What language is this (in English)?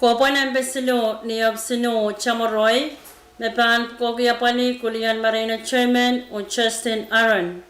Pohnpeian